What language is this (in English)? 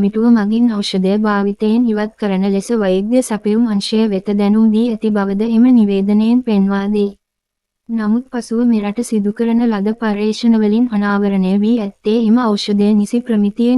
Sinhala